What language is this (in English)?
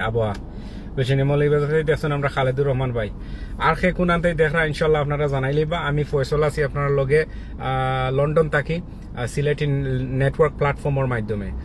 Sylheti